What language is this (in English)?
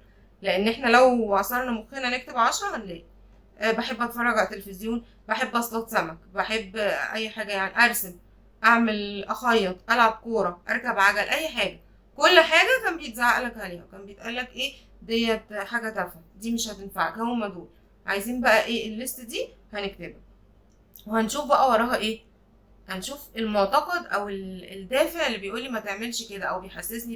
Egyptian Arabic